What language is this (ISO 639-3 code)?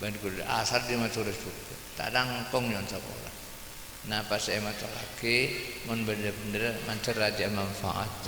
mad